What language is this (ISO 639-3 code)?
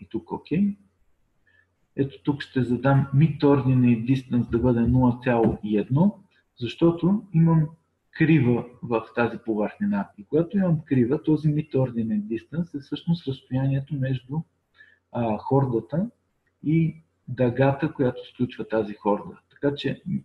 bul